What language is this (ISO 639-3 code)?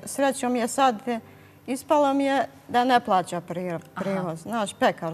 bos